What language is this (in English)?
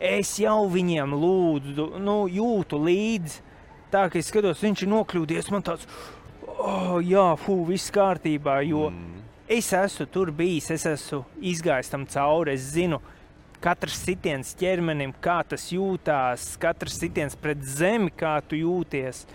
Latvian